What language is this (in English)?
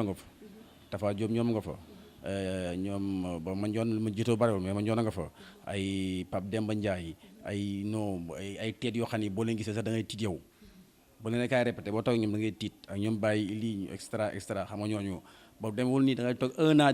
Wolof